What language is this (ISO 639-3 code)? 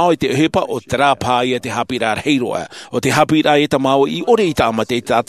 tah